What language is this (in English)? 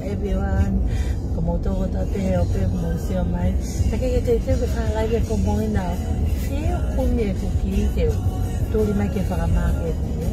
Tongan